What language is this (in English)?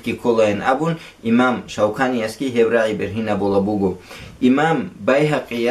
Avaric